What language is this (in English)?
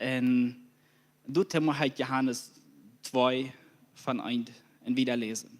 Plautdietsch